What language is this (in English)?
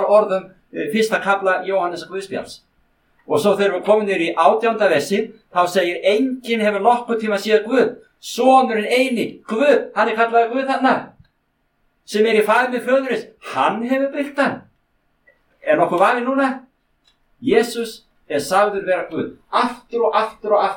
Icelandic